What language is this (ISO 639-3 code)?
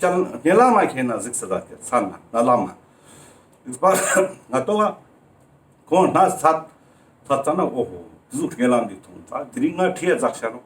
lbj